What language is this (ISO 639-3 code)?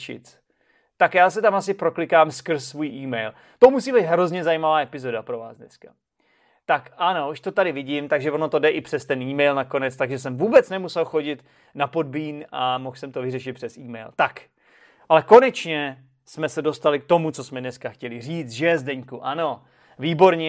ces